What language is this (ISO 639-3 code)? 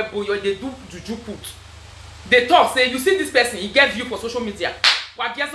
pcm